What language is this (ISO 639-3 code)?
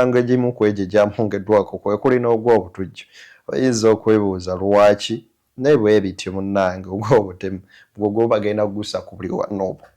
lug